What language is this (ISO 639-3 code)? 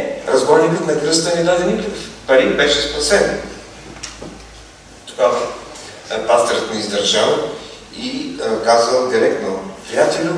bul